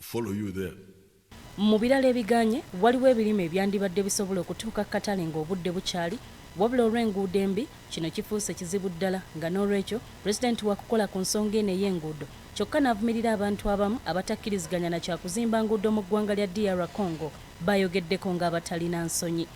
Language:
Ganda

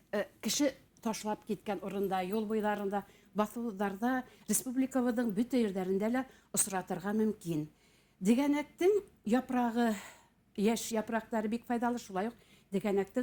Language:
Bashkir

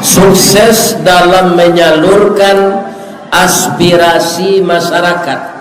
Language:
Minangkabau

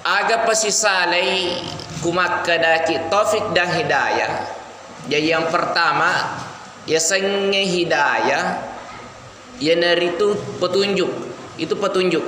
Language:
Buginese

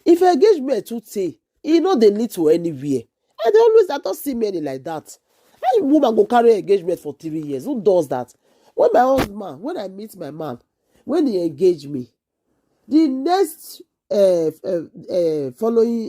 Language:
Nigerian Pidgin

